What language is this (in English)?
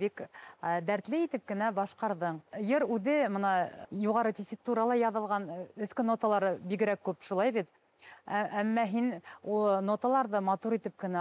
Bashkir